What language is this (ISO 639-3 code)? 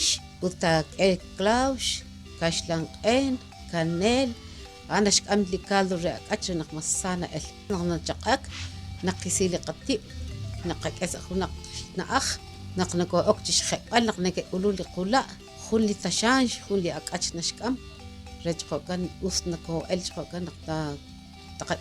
kek